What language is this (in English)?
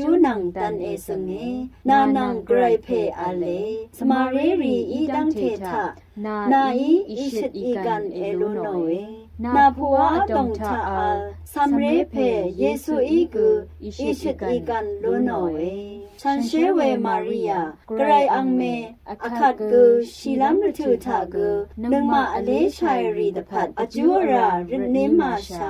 Rawang